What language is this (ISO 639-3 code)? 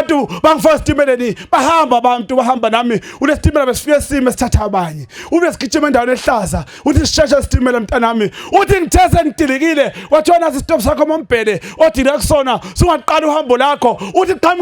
zul